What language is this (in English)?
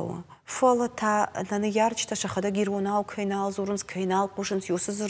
Ossetic